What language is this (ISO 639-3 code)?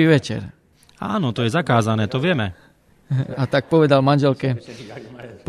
slk